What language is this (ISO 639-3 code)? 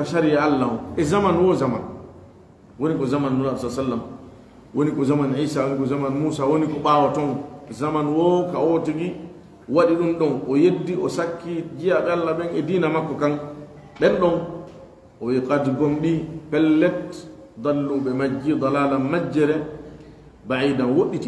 ful